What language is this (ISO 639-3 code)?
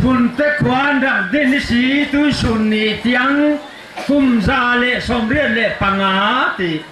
cfm